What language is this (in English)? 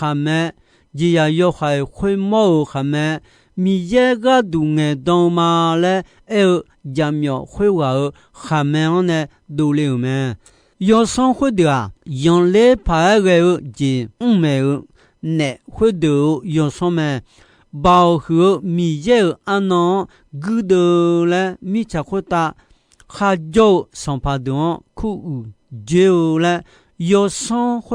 Akha